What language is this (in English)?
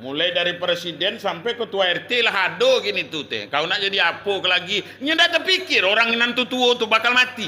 Minangkabau